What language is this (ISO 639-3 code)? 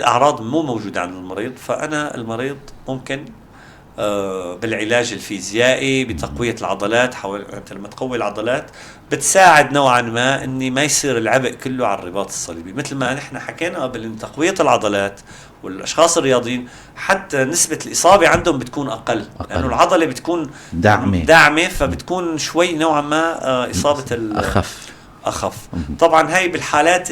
apc